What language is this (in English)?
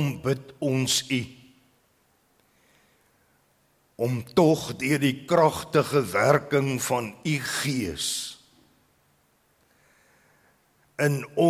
Afrikaans